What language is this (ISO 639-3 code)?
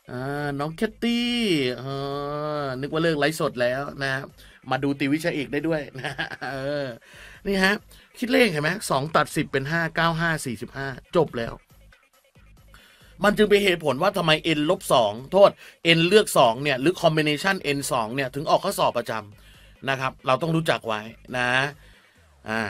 tha